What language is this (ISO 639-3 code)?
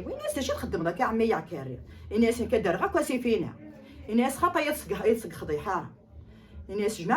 kab